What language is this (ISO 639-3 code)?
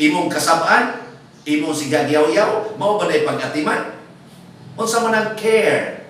ceb